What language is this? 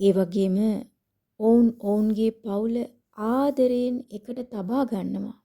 Sinhala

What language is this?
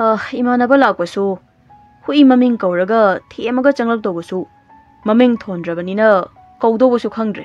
Manipuri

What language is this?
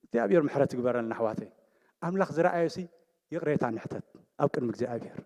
Tigrinya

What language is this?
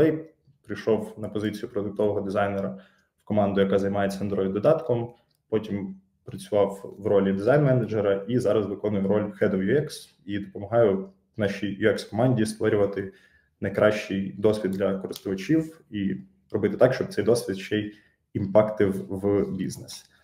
Ukrainian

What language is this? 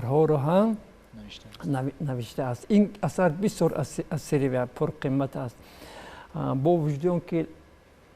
Tajik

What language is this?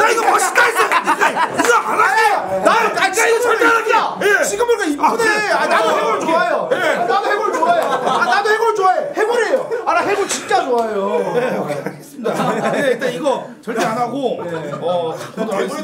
Korean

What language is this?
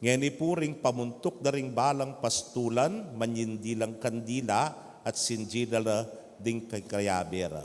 Pampanga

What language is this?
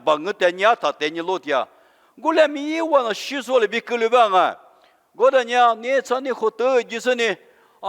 Lisu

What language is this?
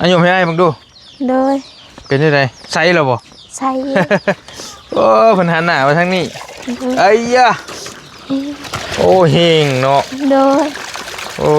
Lao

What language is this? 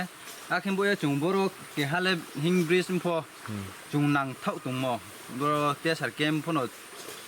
Riang (India)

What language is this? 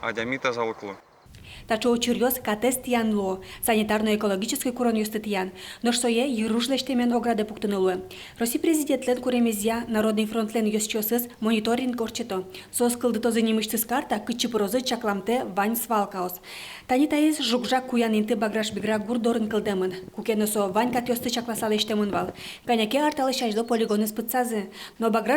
Udmurt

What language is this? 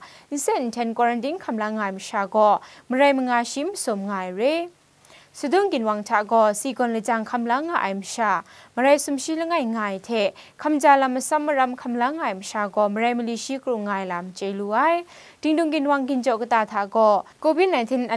Kachin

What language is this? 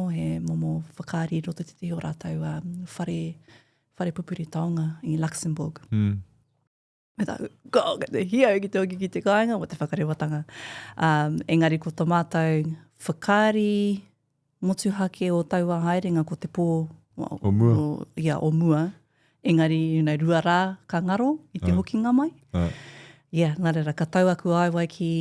Māori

